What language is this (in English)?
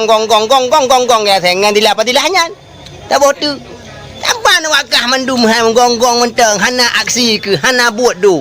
Achinese